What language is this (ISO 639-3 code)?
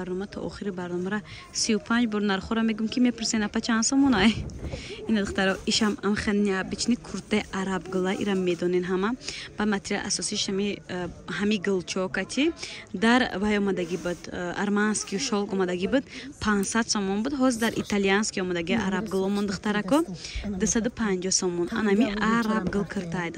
tgk